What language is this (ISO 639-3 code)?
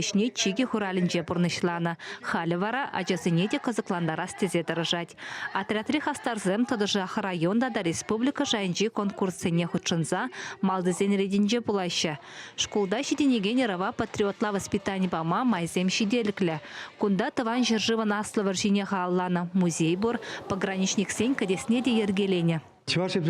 chv